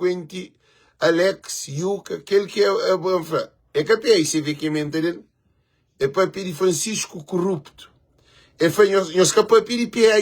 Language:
Kabuverdianu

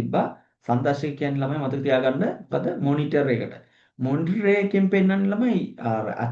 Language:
Sinhala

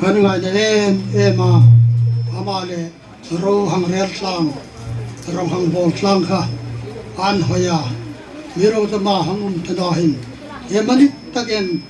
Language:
Hmar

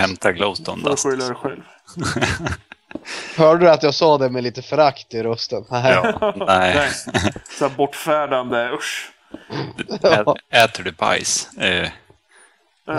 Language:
Swedish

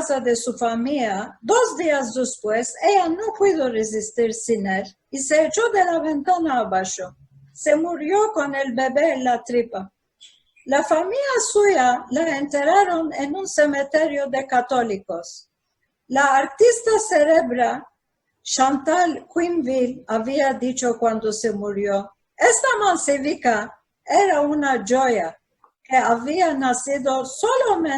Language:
Ladino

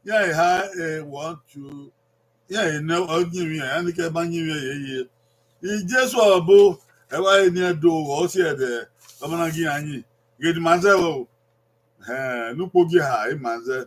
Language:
Bini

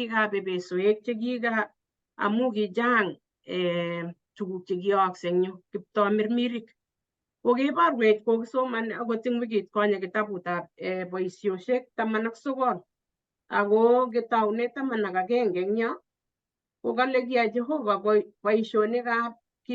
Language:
Kalenjin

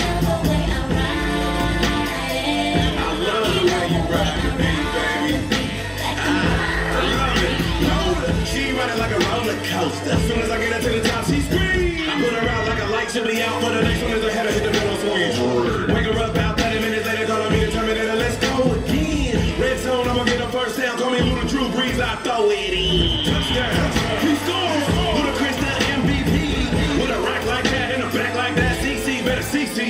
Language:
English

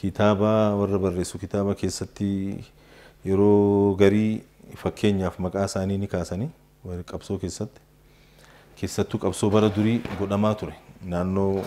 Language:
Oromo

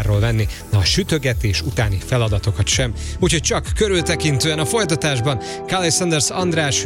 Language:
Hungarian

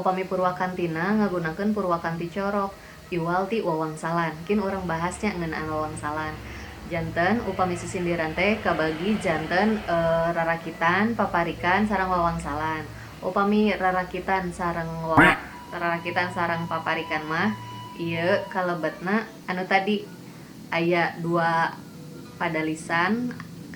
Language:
Sundanese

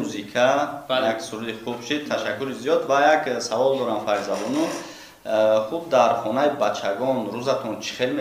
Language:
Tajik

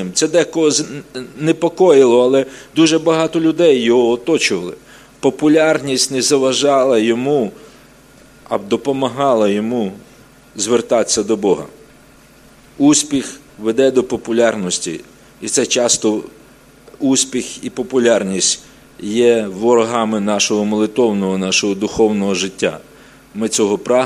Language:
Ukrainian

